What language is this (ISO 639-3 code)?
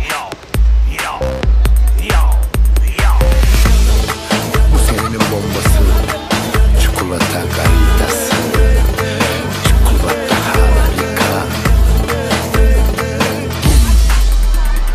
tur